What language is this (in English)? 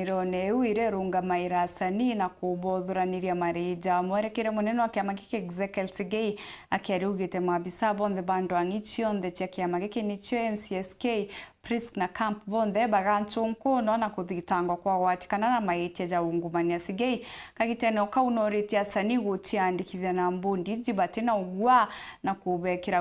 Meru